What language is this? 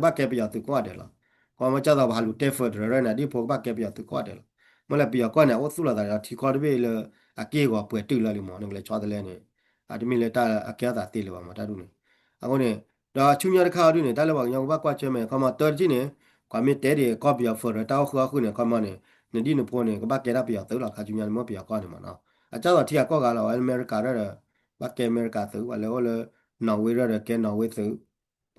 S'gaw Karen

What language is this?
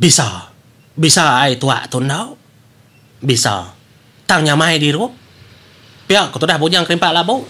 Iban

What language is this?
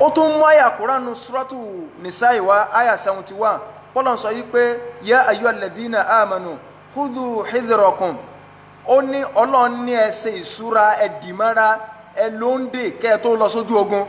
Yoruba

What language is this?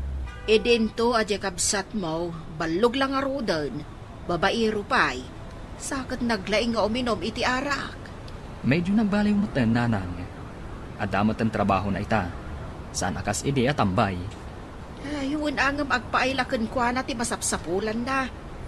Iloko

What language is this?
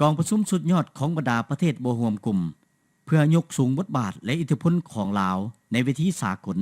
Lao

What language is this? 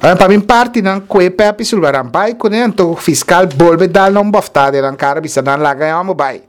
Papiamento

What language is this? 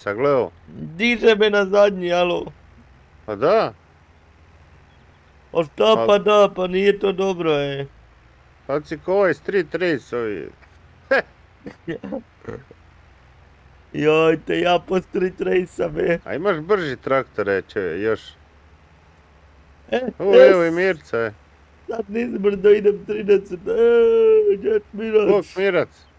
Croatian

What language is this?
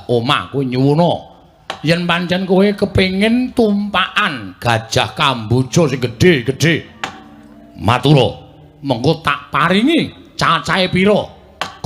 Javanese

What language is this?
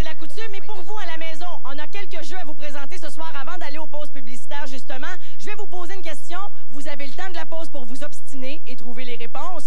French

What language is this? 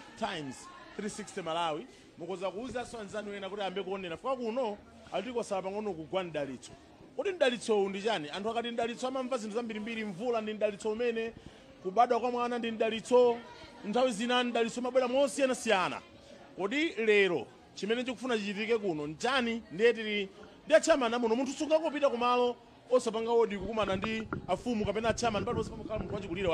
Nyanja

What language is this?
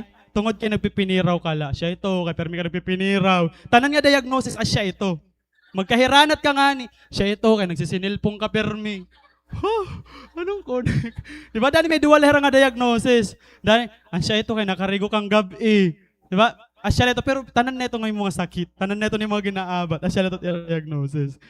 Waray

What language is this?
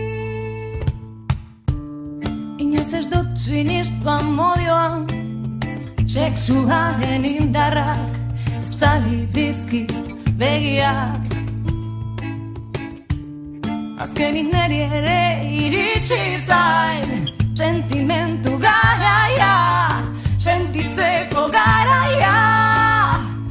Basque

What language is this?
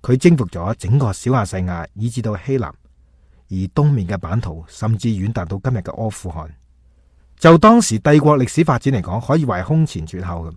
Cantonese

